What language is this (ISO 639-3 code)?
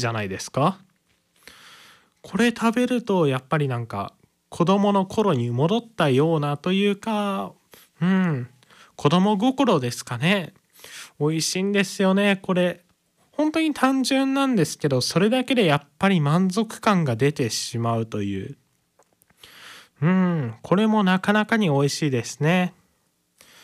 jpn